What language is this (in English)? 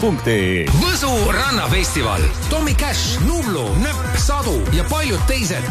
Estonian